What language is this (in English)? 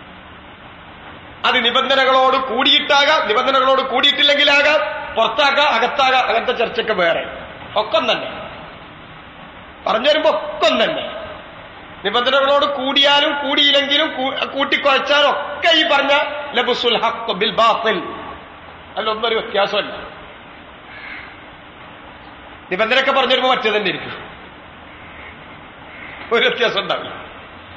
Malayalam